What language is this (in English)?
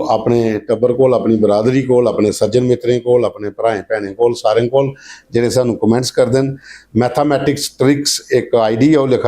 Dogri